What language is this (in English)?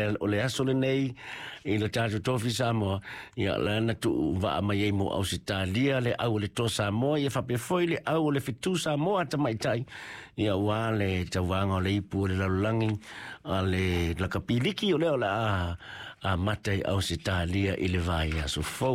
Samoan